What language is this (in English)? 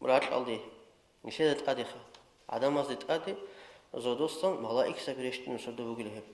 Avaric